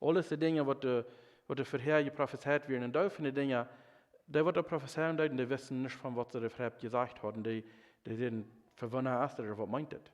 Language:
Plautdietsch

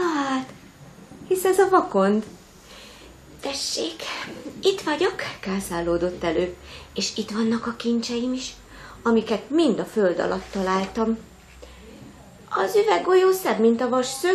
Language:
Hungarian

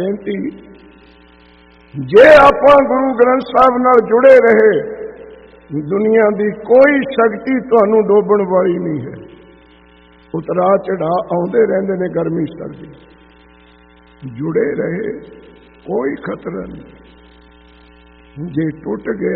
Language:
Punjabi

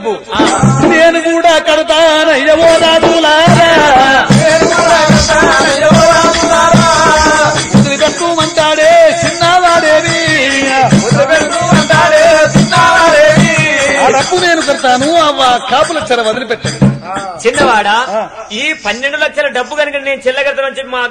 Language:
Telugu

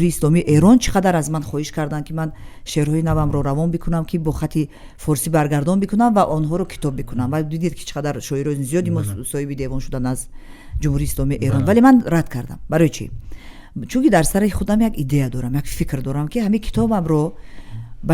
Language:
Tajik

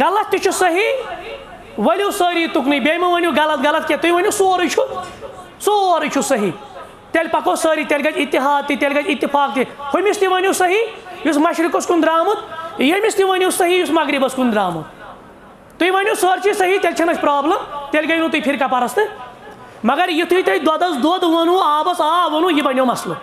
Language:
Kashmiri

